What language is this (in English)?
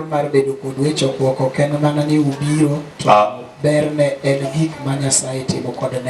Luo (Kenya and Tanzania)